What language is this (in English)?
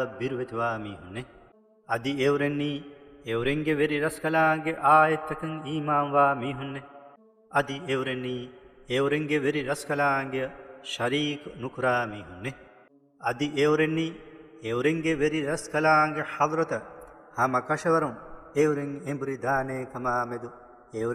Divehi